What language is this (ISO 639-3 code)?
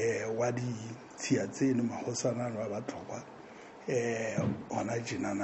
sot